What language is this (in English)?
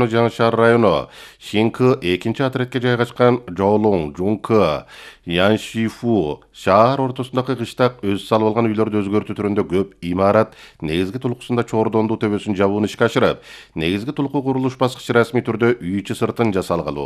Kyrgyz